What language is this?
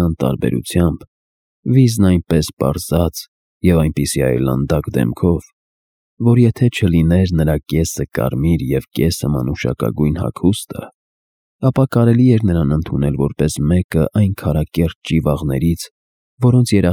Armenian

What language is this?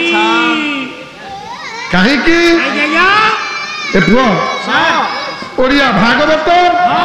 Odia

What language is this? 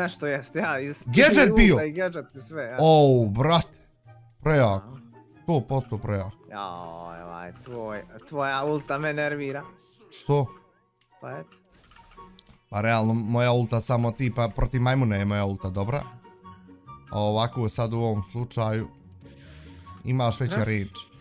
Bosnian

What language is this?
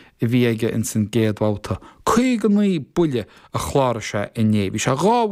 Irish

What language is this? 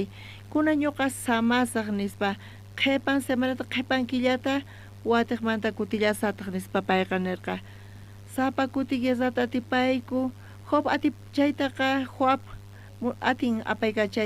South Bolivian Quechua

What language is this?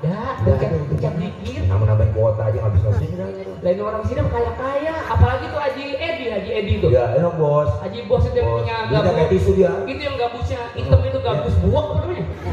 Betawi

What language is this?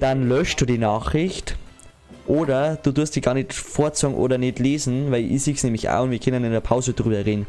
Bavarian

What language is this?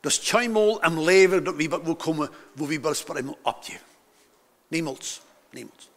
Plautdietsch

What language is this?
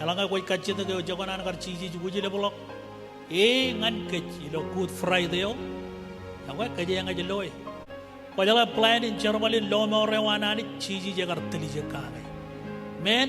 Marshallese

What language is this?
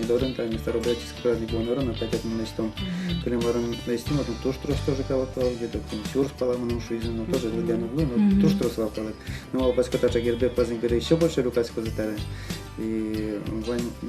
Udmurt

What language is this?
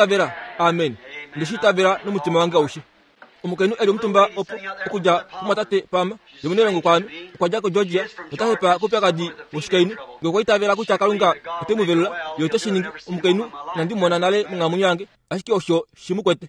Kuanyama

